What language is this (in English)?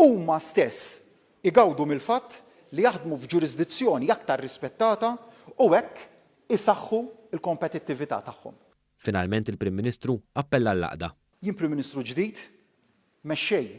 Maltese